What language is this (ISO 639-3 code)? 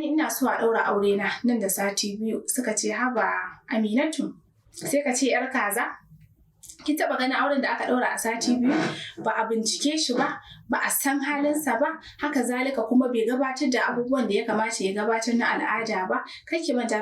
hau